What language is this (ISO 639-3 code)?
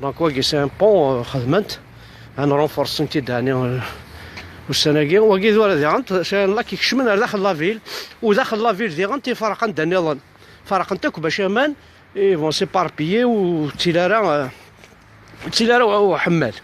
kab